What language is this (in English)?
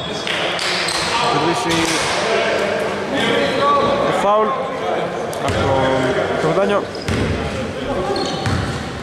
Greek